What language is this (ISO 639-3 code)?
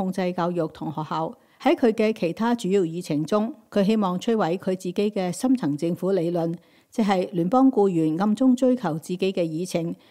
yue